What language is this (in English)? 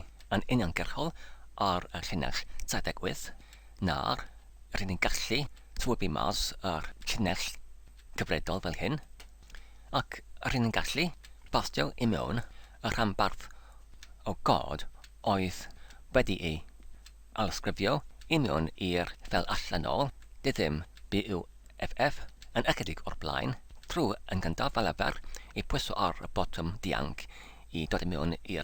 Welsh